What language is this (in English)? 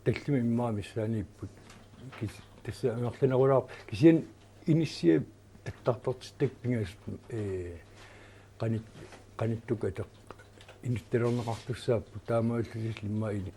Kalaallisut